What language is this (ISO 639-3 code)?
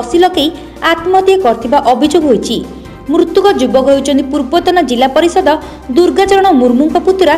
ori